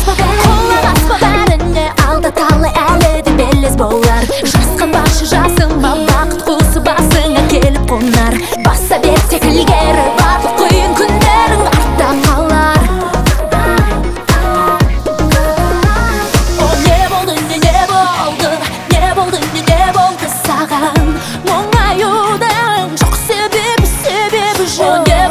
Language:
Kazakh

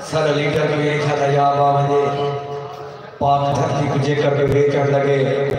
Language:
Saraiki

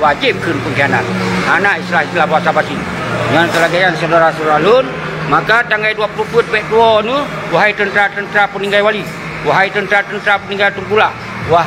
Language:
Achinese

